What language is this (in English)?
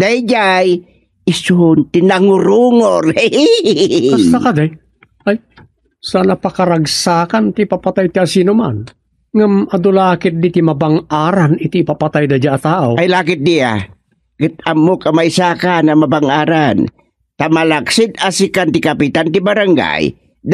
Iloko